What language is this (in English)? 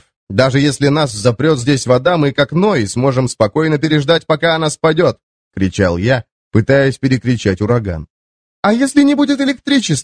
Russian